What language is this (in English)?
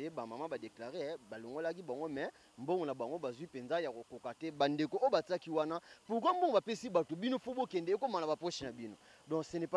Lingala